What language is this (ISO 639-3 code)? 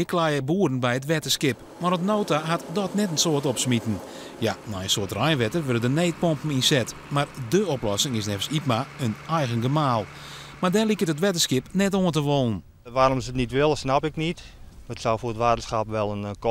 fry